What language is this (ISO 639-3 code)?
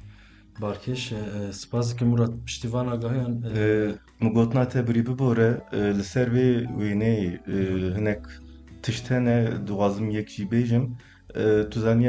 kur